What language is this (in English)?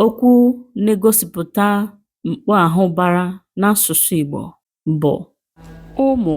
Igbo